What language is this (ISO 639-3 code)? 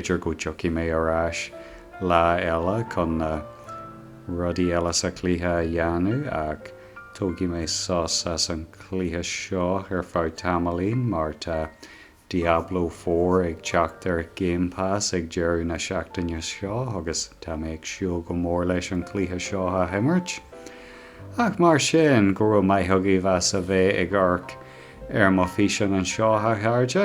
gle